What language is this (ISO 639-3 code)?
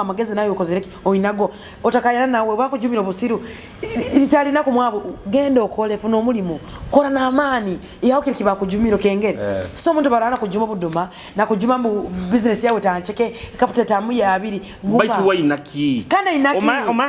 nyo